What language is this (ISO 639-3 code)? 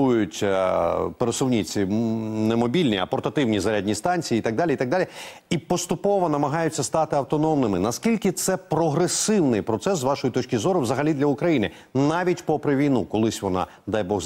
ukr